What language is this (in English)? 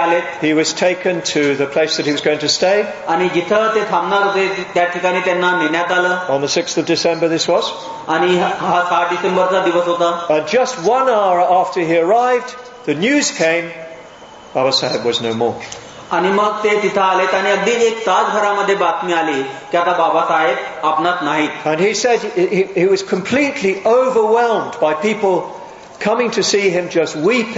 Marathi